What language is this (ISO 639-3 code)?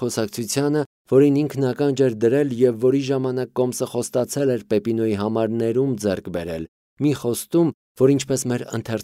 hye